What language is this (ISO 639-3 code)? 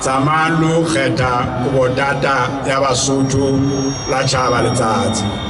sot